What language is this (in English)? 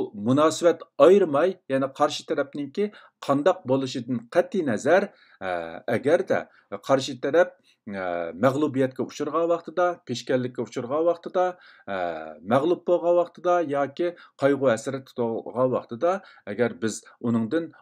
Uyghur